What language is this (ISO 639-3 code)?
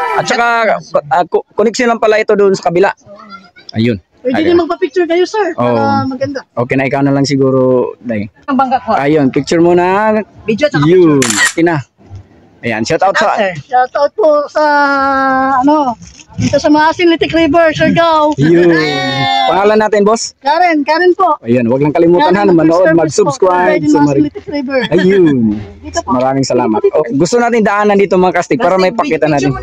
fil